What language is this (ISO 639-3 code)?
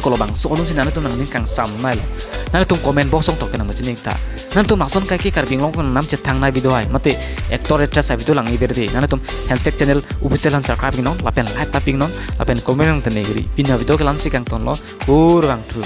mjw